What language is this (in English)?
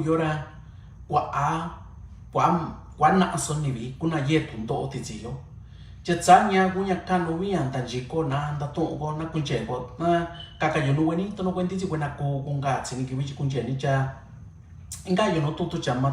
Mixtepec Mixtec